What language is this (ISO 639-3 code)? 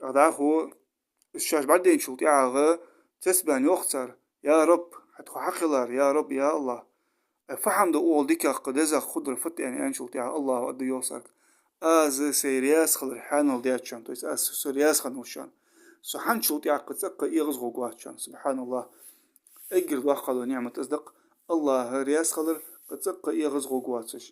inh